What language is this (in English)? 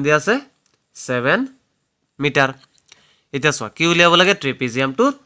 Assamese